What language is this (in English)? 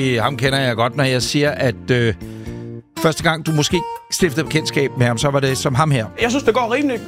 Danish